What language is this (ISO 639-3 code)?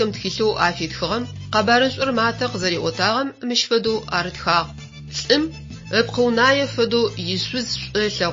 ady